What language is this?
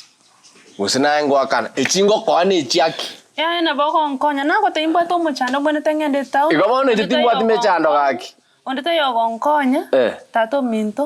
Gusii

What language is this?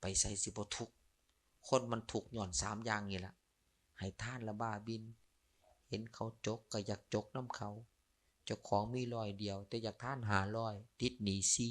Lao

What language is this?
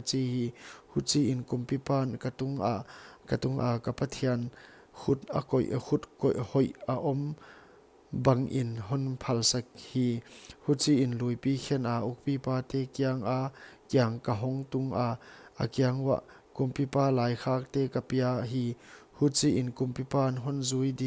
Paite Chin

